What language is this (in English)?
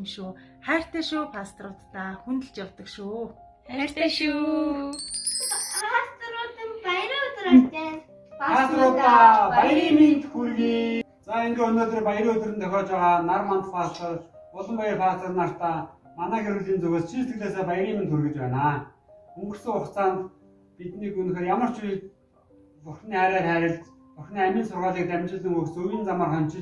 Mongolian